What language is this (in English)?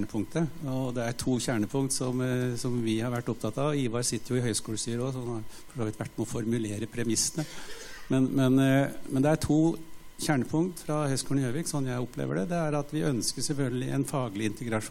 Norwegian